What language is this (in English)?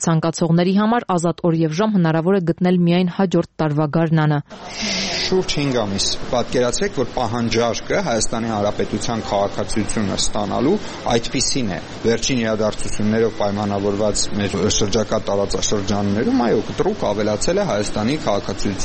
Armenian